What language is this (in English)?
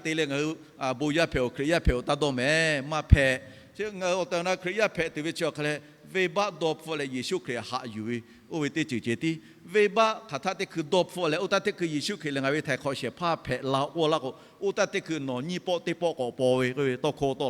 Lahu